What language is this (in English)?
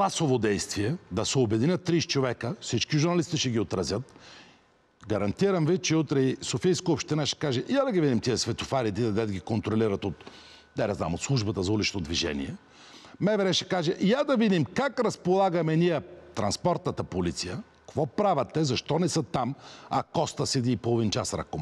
Bulgarian